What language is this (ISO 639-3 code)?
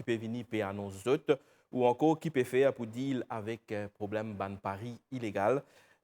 mfe